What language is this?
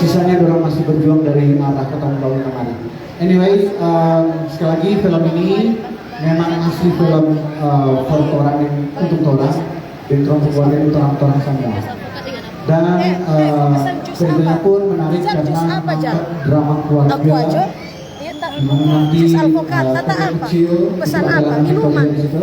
Manado Malay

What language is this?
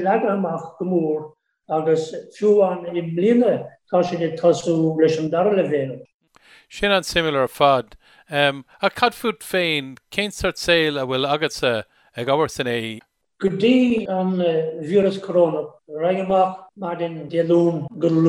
Irish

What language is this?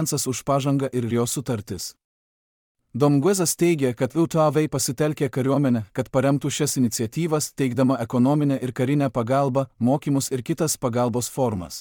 Lithuanian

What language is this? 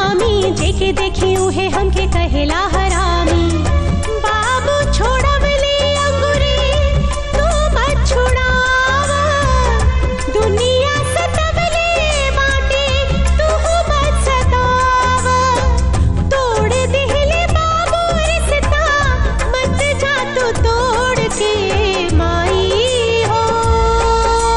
Bhojpuri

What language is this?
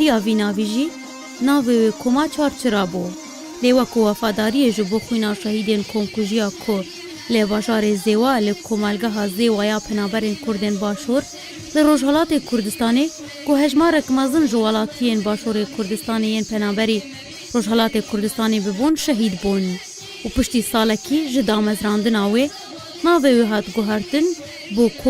Kurdish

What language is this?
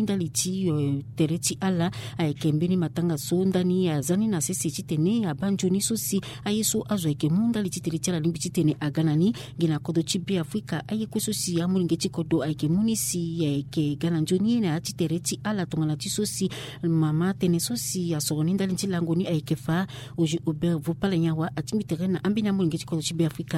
Sango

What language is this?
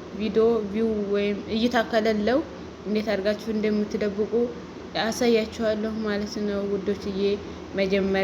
Amharic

